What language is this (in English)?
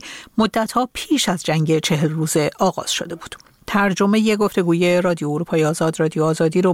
Persian